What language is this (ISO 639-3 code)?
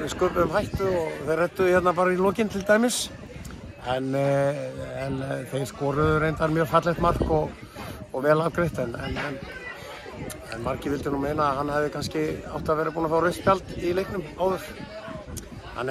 isl